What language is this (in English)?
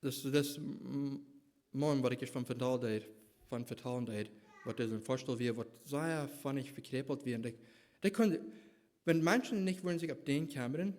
Plautdietsch